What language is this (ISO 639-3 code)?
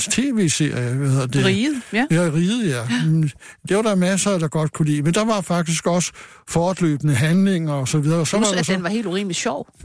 dan